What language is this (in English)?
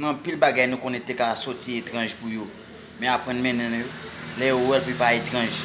Haitian Creole